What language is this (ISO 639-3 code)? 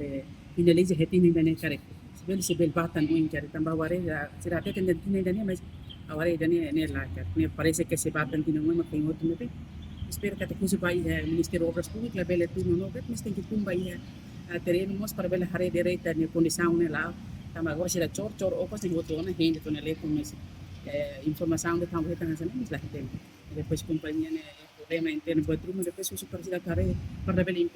tet